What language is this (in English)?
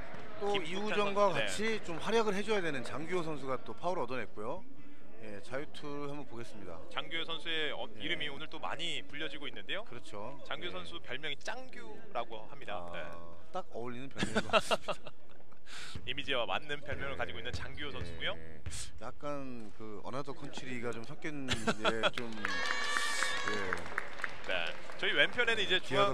Korean